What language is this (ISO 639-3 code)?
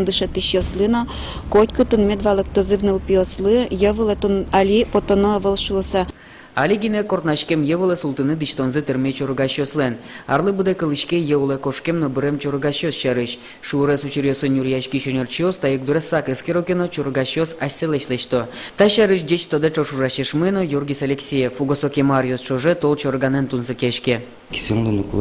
udm